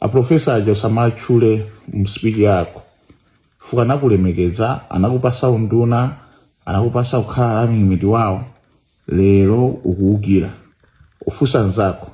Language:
Nyanja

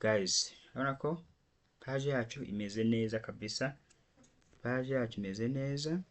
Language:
Kinyarwanda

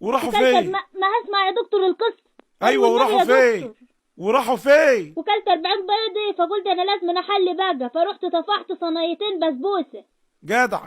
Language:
Egyptian Arabic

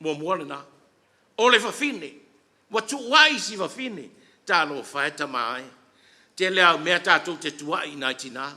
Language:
Samoan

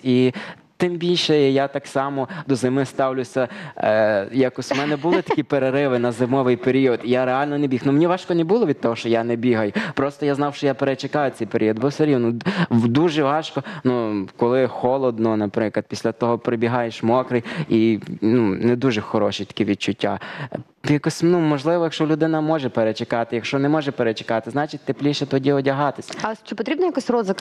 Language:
Ukrainian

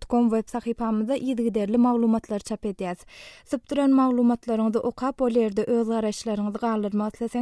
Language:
Turkmen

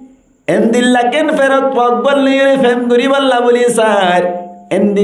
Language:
Rohingya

